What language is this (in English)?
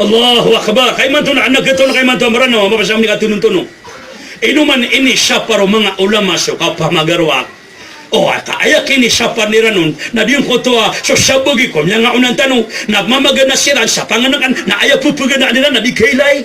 Maranao